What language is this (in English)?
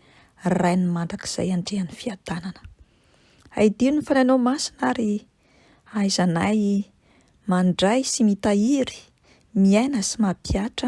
Malagasy